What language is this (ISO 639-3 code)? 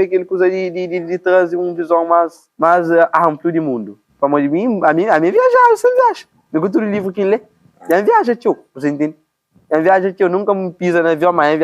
kea